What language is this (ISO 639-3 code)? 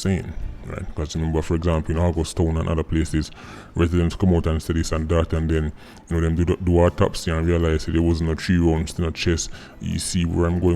jam